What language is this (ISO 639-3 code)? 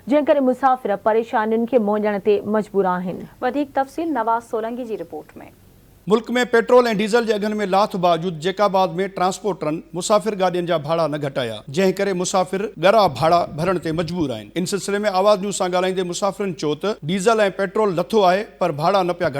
snd